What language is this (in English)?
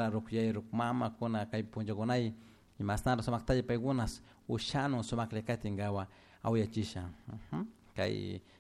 Chimborazo Highland Quichua